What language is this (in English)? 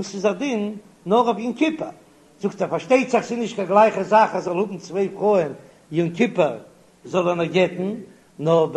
Yiddish